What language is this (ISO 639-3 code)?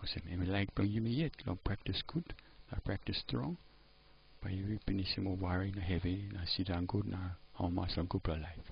tpi